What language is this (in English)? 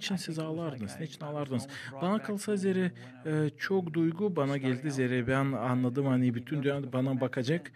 Gagauz